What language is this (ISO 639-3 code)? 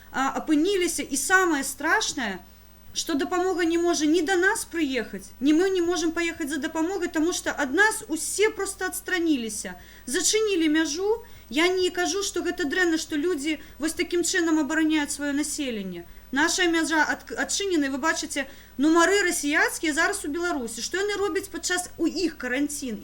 bel